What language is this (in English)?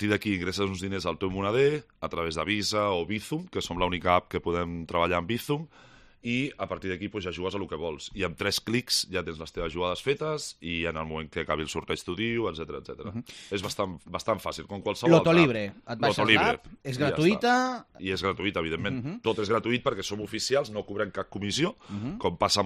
Catalan